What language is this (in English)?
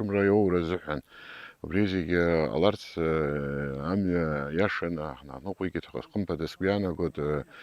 Abkhazian